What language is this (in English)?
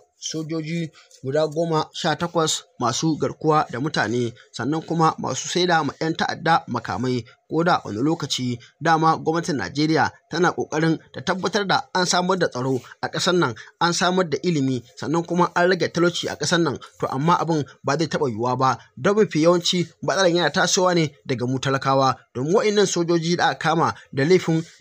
Hausa